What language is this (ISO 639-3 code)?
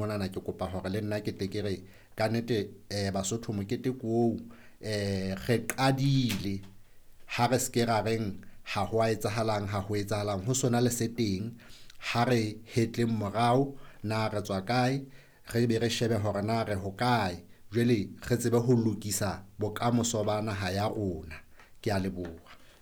sot